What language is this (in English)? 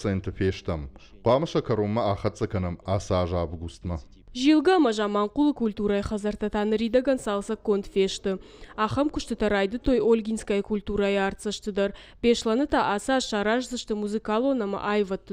Ossetic